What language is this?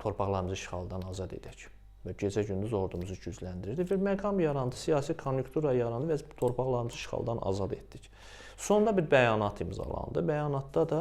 Azerbaijani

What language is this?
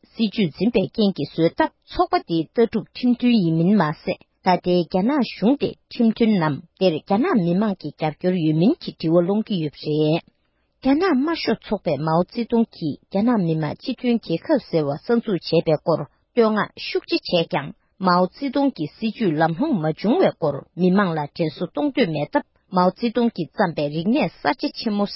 Tibetan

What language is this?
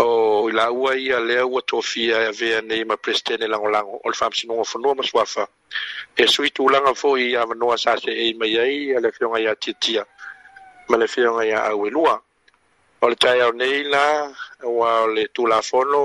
Samoan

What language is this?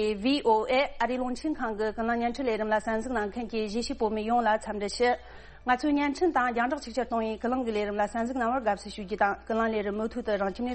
Tibetan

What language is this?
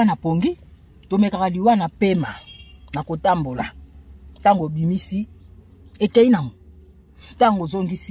Lingala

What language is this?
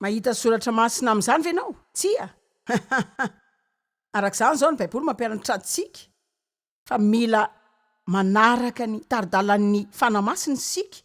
Malagasy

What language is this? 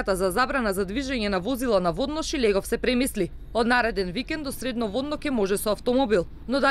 Macedonian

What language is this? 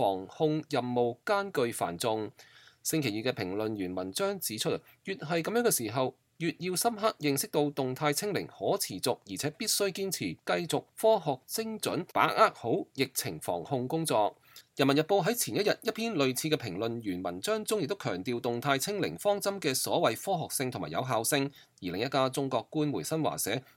Cantonese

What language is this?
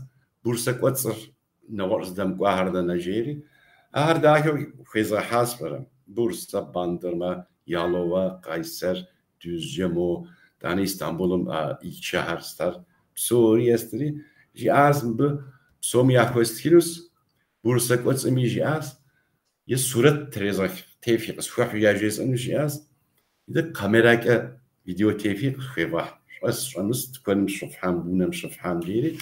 Kabardian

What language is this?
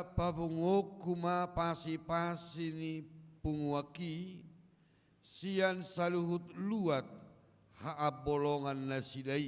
Batak Toba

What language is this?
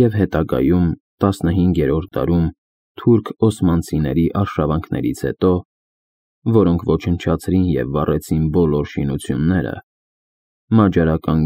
Armenian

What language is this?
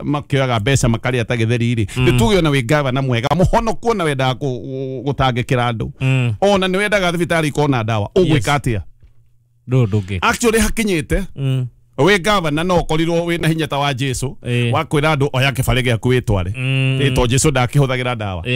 Kikuyu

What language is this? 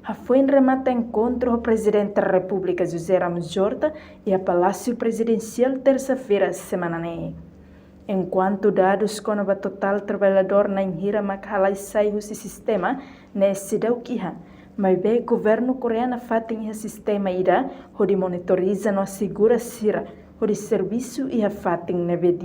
Tetum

